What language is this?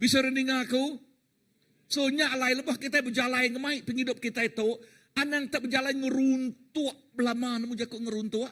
Iban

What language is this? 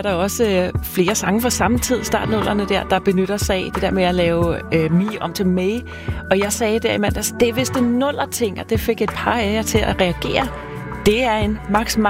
Danish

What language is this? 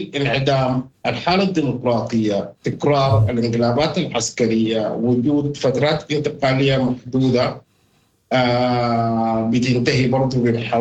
Sudanese Arabic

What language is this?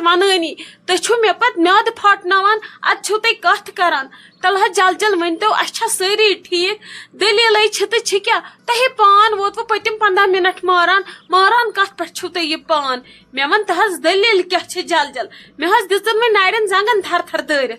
Kashmiri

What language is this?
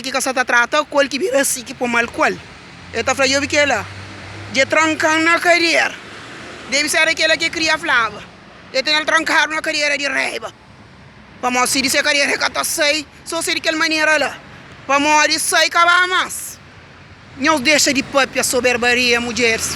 Kabuverdianu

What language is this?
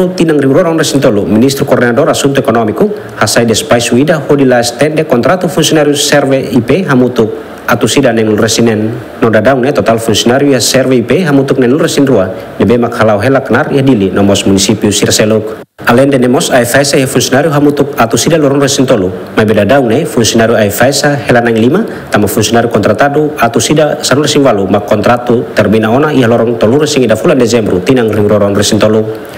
Tetum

